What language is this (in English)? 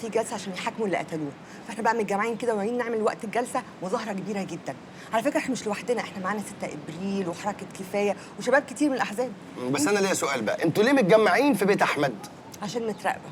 Egyptian Arabic